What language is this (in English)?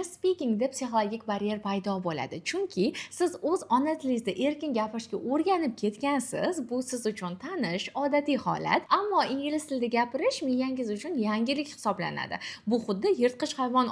Uzbek